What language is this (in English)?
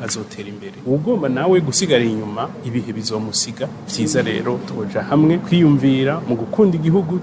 Rundi